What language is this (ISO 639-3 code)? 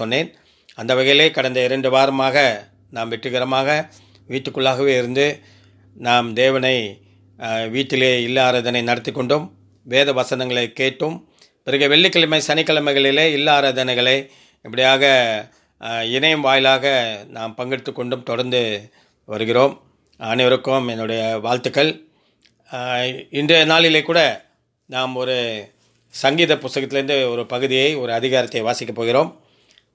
tam